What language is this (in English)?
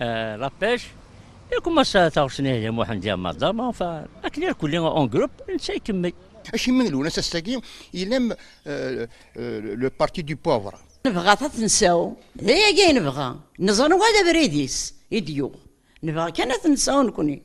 Kabyle